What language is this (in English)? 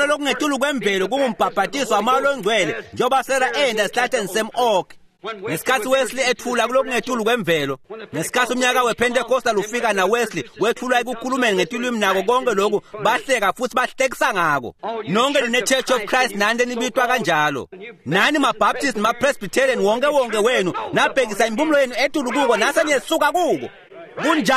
Swati